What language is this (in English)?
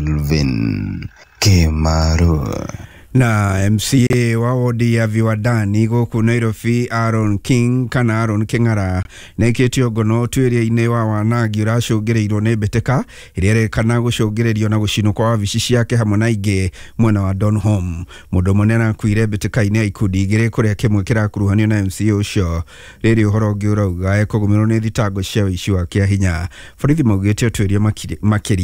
Kikuyu